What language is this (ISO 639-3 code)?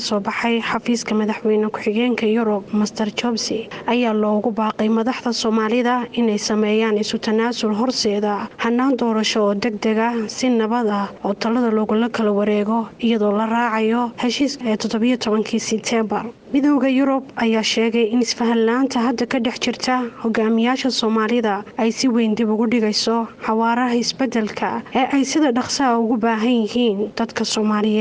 som